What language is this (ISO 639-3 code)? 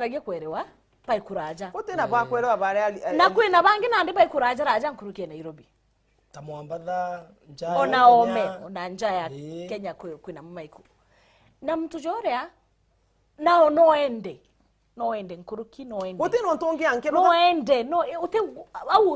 mer